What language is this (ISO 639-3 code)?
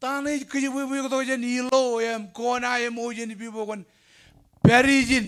mah